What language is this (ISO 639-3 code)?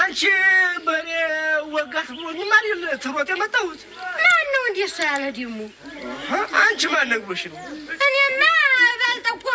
amh